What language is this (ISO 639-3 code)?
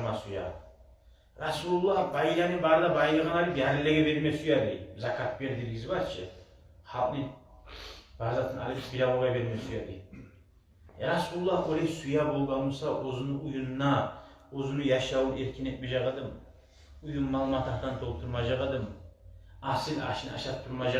kum